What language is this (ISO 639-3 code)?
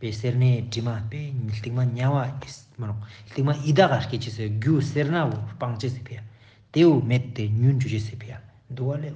lbj